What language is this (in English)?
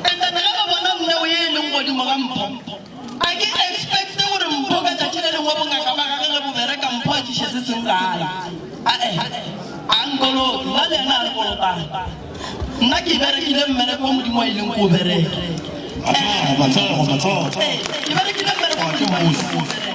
Northern Sotho